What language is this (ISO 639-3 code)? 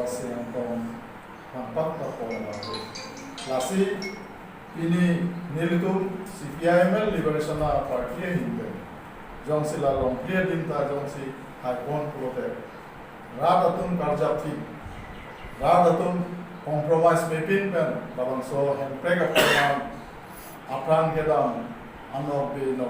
mjw